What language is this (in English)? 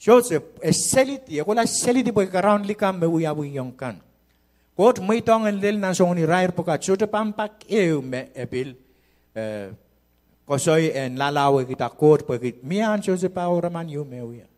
Pohnpeian